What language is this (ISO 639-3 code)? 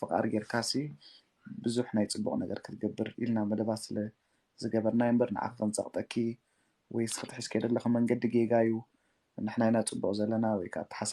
tir